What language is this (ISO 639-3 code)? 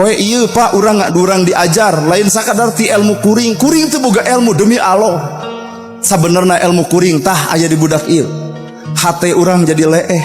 sun